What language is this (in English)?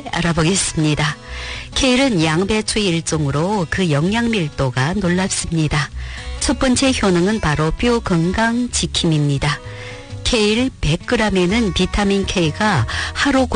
Korean